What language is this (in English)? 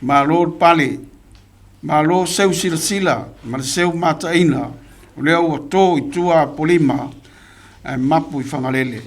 Samoan